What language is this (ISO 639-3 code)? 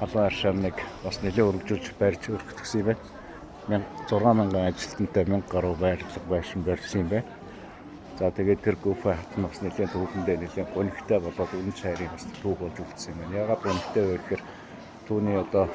mon